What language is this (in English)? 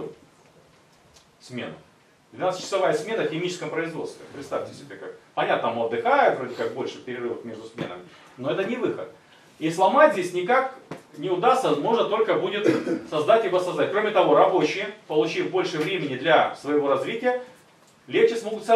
Russian